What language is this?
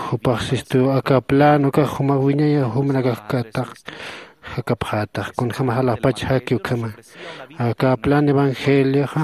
Aymara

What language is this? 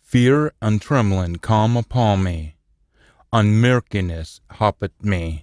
Scots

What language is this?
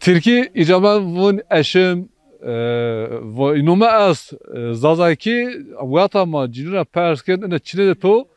Zaza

